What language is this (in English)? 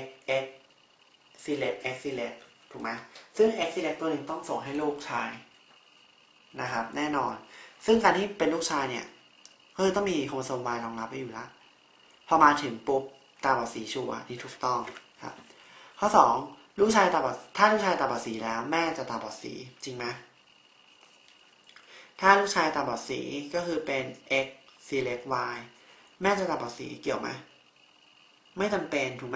Thai